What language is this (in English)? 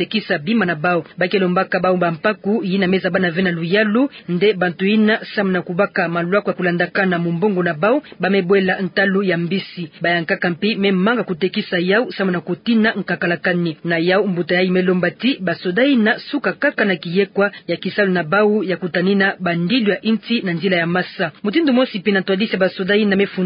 Kituba (Democratic Republic of Congo)